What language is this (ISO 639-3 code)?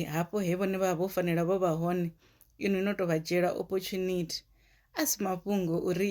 ven